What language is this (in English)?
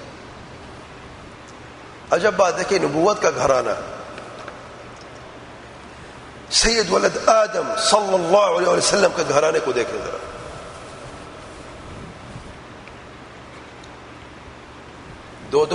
Urdu